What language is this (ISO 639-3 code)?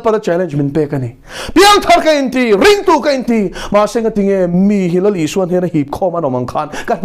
lus